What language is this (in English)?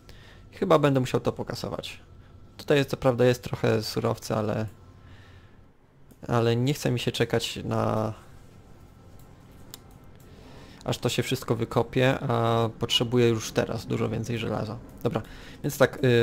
Polish